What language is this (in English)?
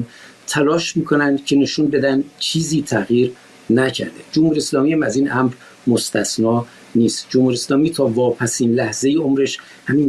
Persian